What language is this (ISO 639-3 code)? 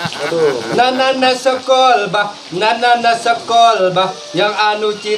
bew